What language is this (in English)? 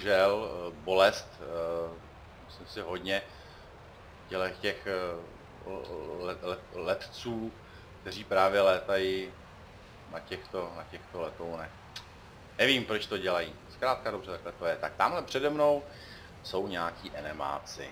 Czech